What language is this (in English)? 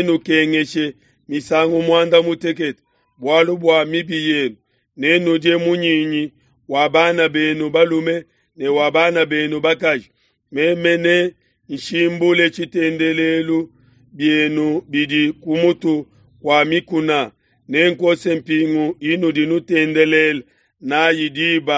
Luba-Lulua